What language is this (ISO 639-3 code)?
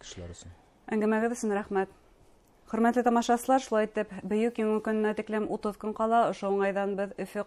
bak